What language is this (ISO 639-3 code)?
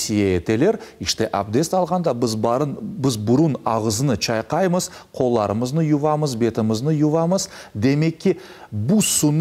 crh